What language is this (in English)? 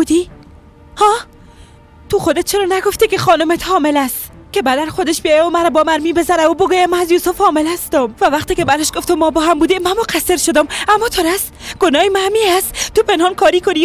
Persian